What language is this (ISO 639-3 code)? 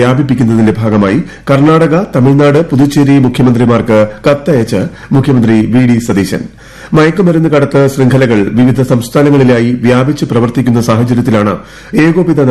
mal